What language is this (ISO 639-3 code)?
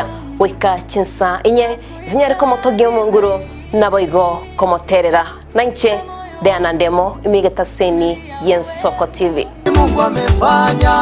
guz